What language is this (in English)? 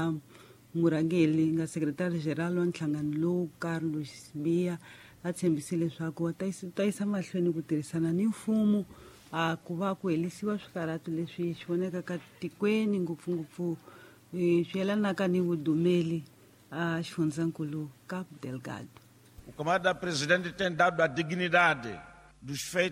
Tsonga